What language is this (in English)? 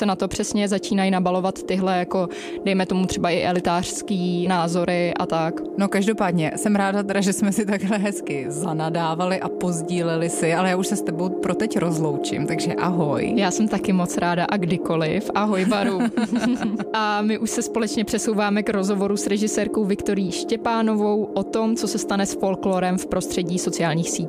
Czech